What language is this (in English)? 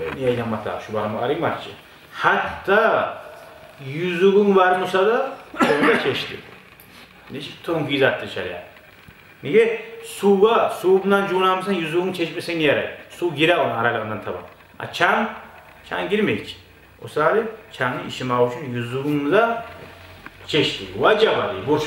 Kumyk